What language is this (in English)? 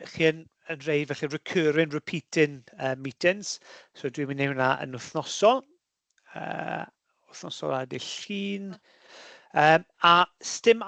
Welsh